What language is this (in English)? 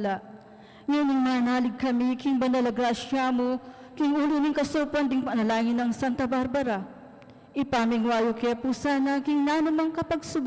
Pampanga